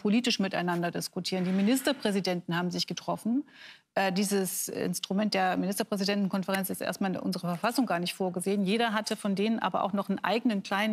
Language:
German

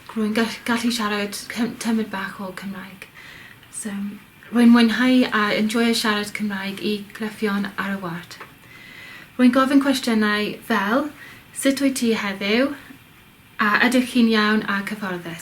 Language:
Welsh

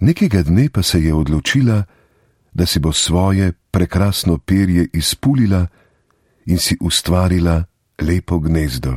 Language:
Slovenian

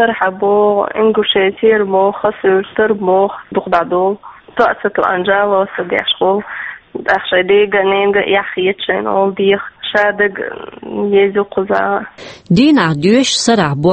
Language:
Chechen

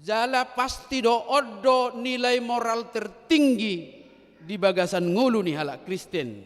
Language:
Batak Toba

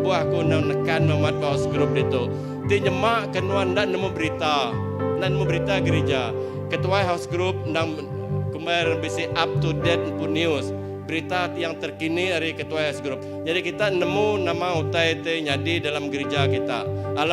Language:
Iban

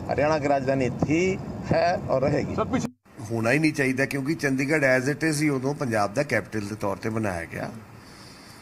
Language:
Punjabi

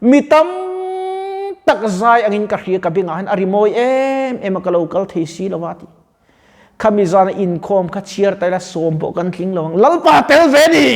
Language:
Mizo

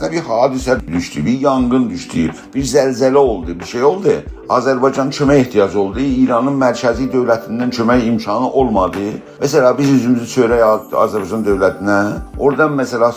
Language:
South Azerbaijani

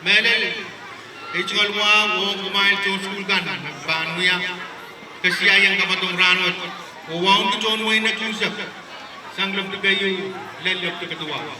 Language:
Pohnpeian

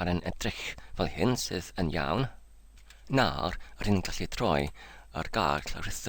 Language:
Welsh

